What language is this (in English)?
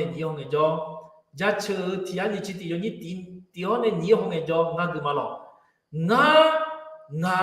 Akha